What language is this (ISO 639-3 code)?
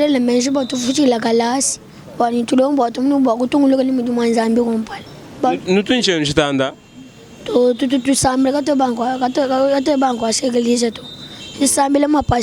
lua